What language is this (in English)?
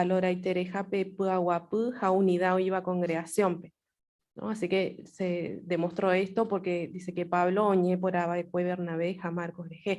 Guarani